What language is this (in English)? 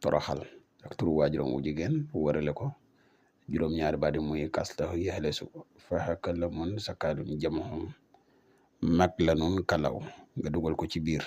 Wolof